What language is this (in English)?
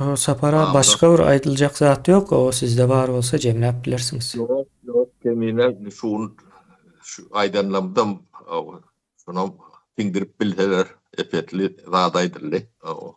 Turkmen